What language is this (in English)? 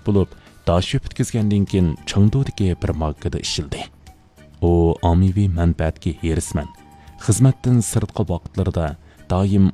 Uyghur